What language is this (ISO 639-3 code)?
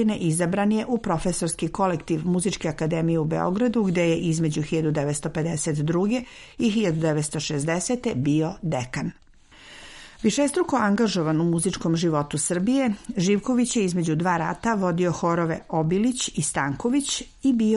srp